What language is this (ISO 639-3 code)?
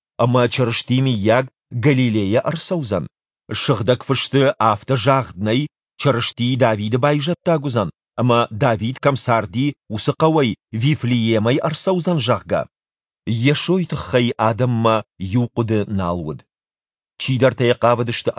oss